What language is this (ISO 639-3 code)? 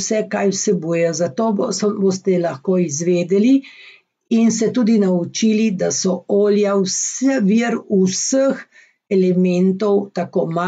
slv